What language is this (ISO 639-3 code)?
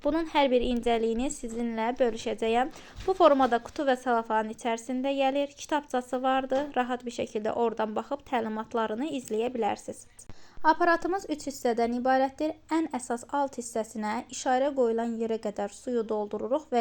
aze